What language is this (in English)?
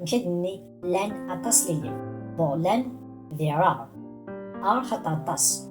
Kabyle